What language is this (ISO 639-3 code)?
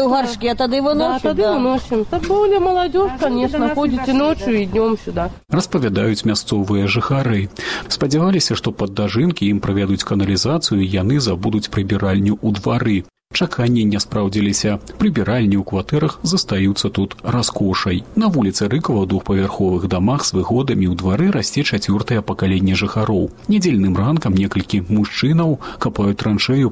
bel